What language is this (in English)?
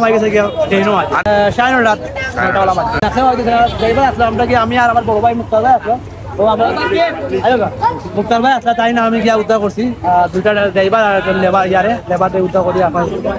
Sylheti